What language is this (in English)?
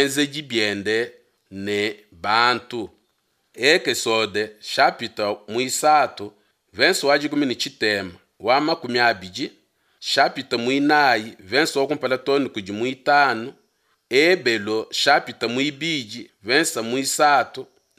Luba-Lulua